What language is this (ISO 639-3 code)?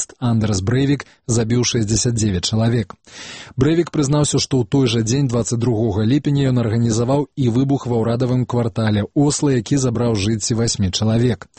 bel